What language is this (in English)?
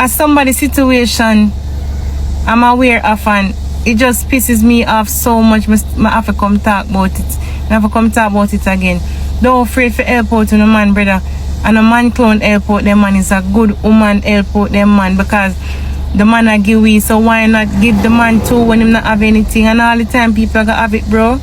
Jamaican Creole English